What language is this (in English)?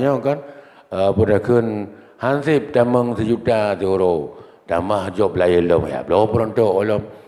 Achinese